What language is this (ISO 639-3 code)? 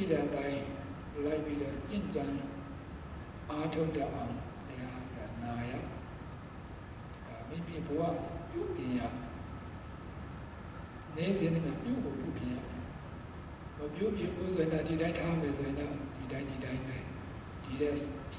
mya